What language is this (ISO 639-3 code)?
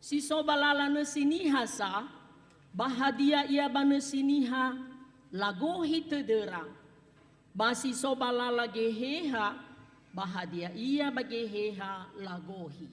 nia